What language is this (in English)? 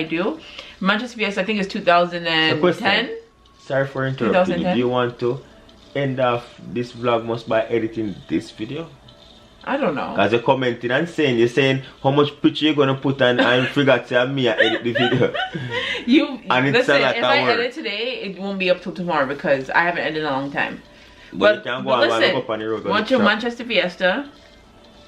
Jamaican Creole English